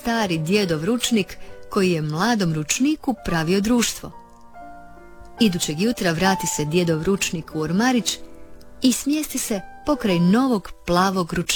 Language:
Croatian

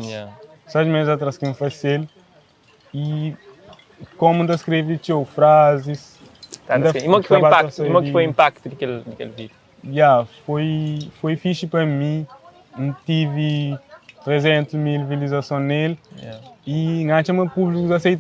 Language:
Kabuverdianu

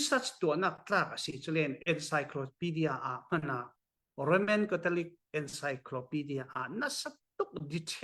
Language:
Falam Chin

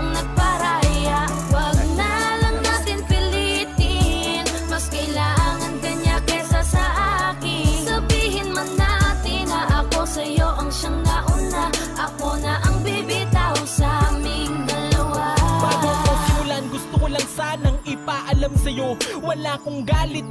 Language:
Filipino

